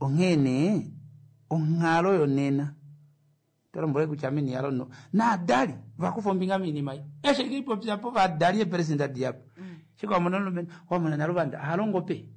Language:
Kuanyama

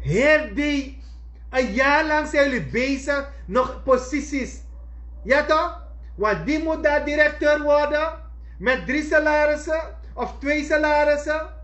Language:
Sranan Tongo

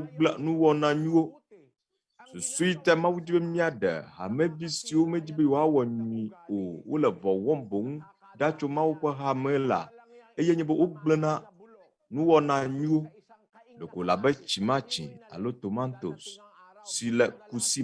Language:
Ewe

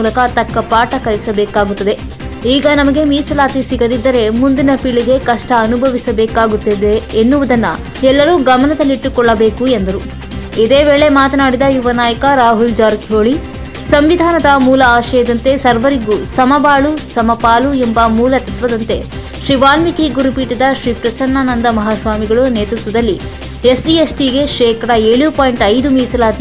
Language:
Kannada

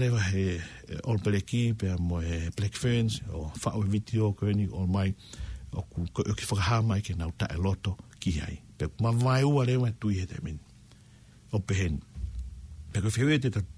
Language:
Tongan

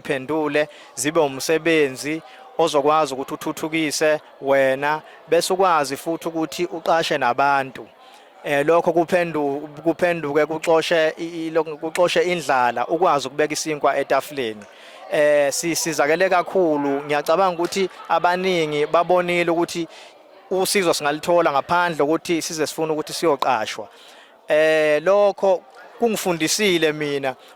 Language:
Zulu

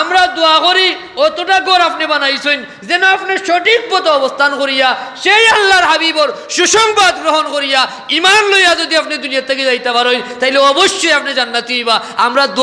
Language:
Sylheti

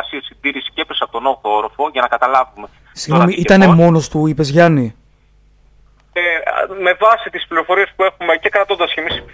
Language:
Greek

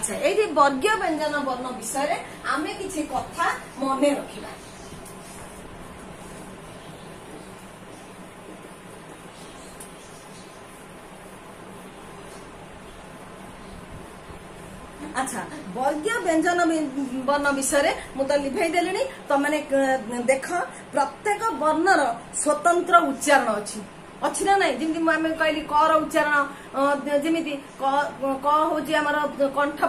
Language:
Odia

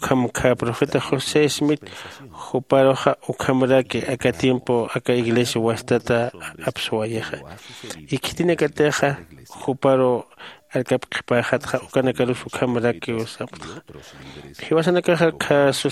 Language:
Aymara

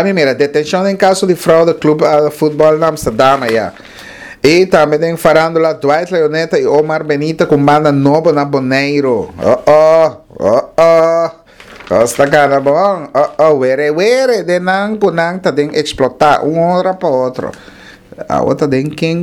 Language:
Papiamento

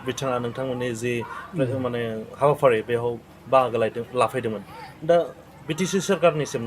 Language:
Bodo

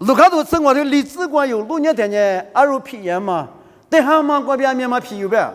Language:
Lisu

